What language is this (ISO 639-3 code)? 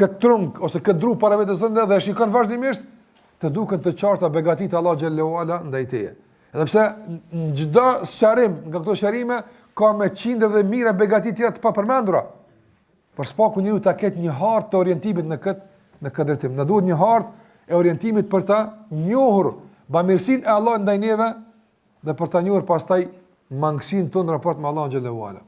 sqi